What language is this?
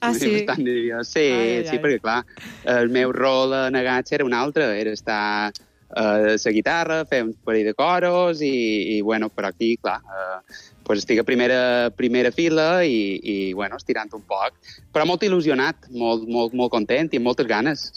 Catalan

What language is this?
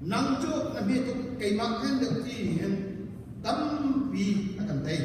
Hakha Chin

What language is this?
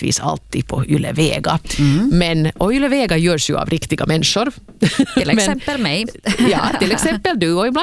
Swedish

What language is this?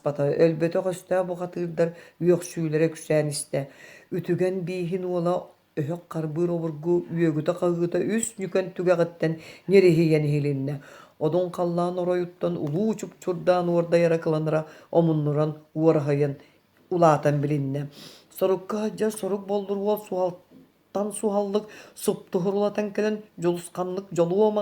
Yakut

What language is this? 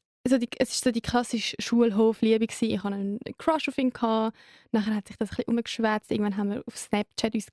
Swiss German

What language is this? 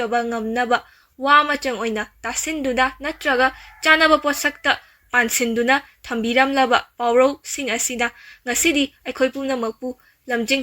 Manipuri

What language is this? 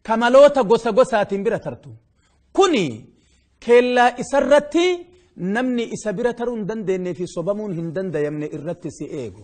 Oromo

